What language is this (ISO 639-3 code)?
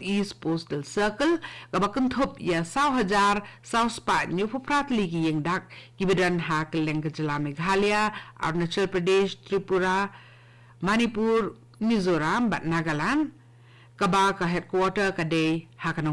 kha